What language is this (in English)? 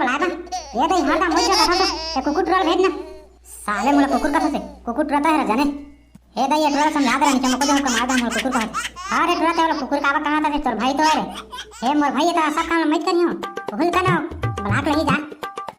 Chhattisgarhi